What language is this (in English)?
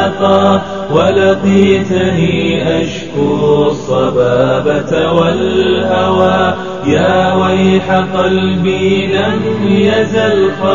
Bosnian